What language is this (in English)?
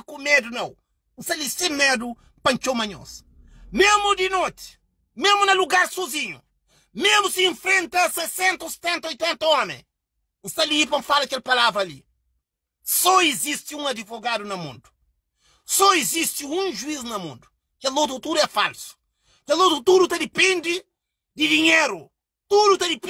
Kabuverdianu